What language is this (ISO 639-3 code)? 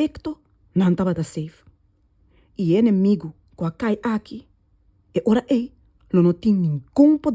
pap